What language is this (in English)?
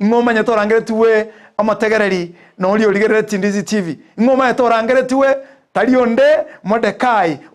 Gusii